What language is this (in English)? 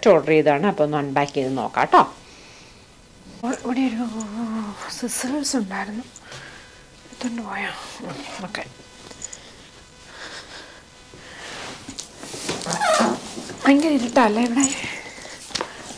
Malayalam